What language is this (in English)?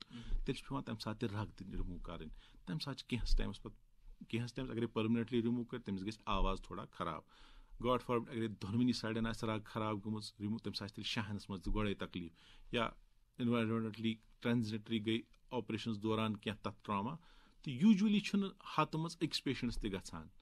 Kashmiri